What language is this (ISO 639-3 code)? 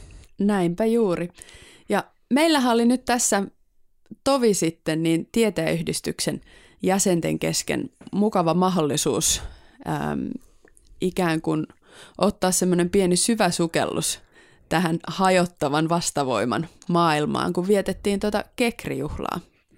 fin